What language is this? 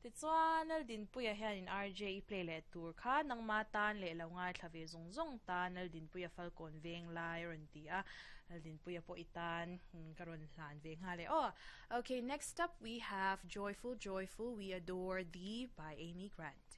Mizo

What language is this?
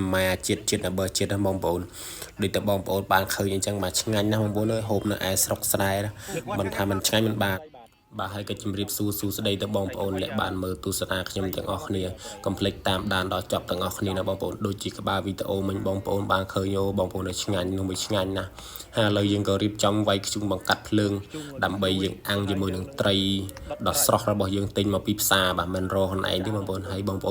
Khmer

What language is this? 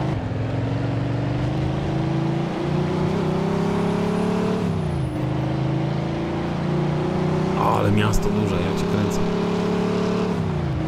Polish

